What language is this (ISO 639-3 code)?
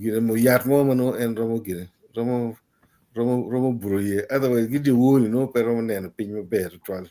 ach